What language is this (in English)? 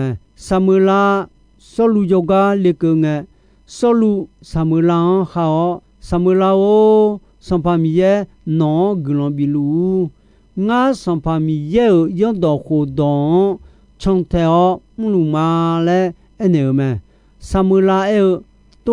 Akha